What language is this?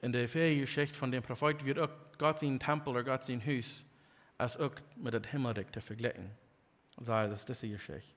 Plautdietsch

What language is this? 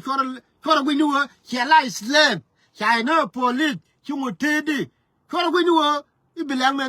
Nuer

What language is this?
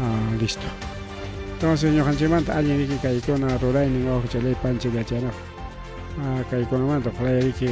Ayacucho Quechua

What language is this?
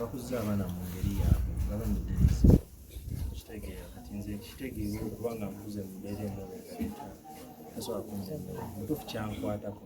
Ganda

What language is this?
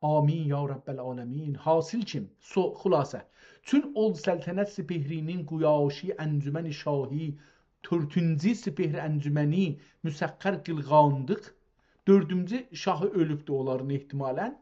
South Azerbaijani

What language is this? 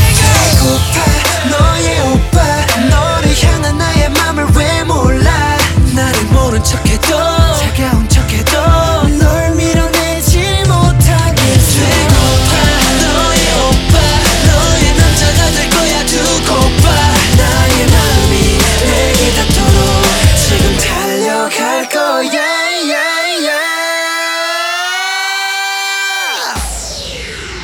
Korean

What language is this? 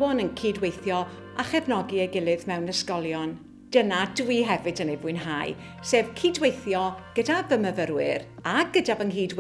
Welsh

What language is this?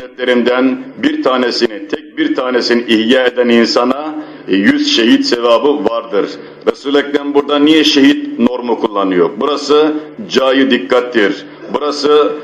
Turkish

